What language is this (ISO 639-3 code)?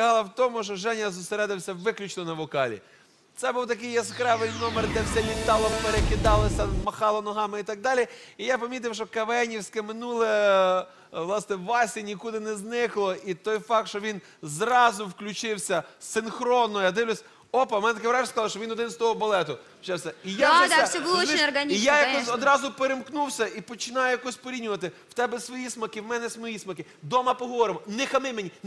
ukr